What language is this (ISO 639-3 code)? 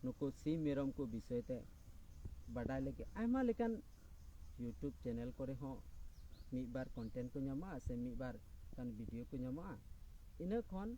sat